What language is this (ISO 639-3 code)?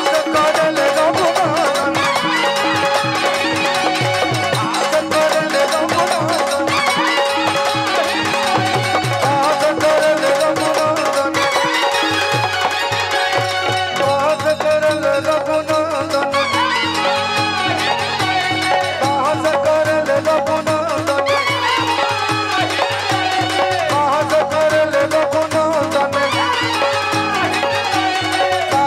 bho